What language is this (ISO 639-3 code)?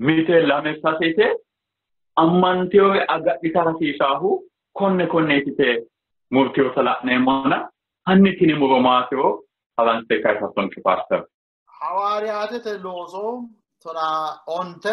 sid